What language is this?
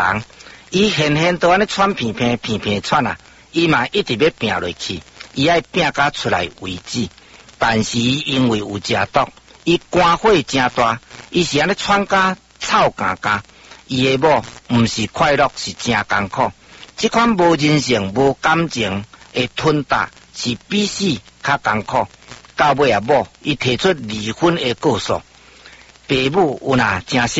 Min Nan Chinese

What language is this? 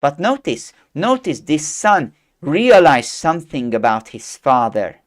English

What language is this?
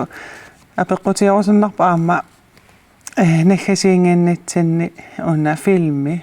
Kalaallisut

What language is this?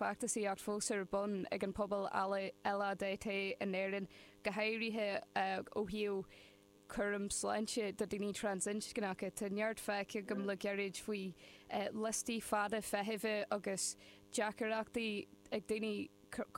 Irish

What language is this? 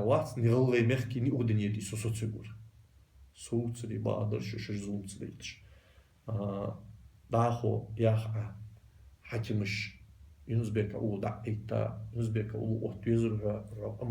Ingush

